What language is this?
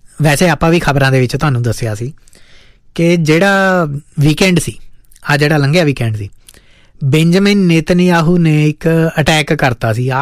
Punjabi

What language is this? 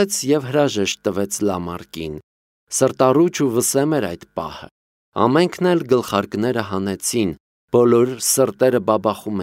Armenian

